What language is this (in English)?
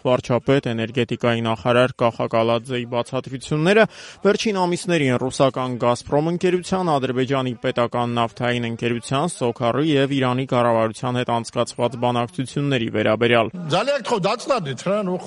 Armenian